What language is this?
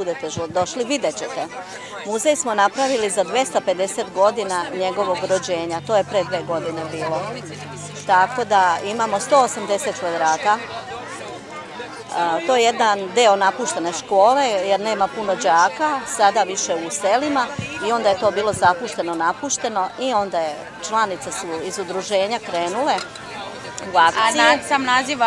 Serbian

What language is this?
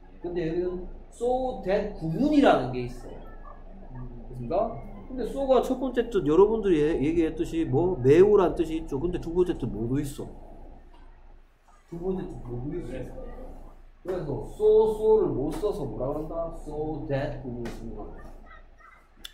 Korean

